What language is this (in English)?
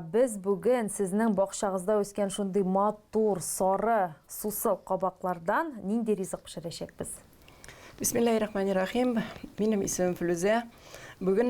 Tatar